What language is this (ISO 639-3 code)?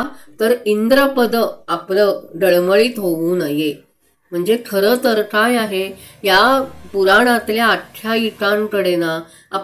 mar